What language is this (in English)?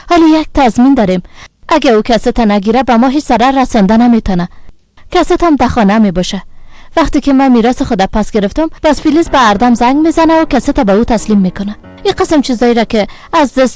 Persian